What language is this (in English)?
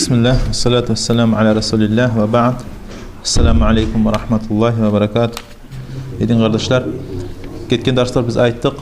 Kumyk